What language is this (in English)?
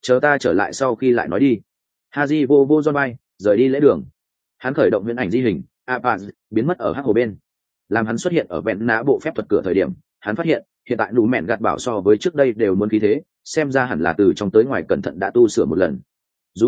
Vietnamese